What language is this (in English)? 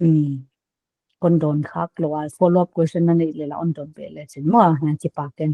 Paite Chin